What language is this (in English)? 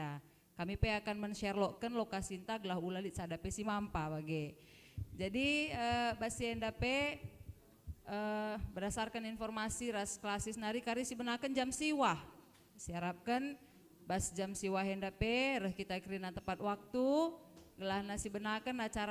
Batak Karo